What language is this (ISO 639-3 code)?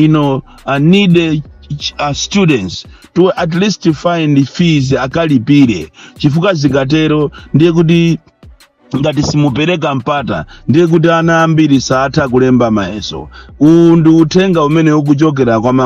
nya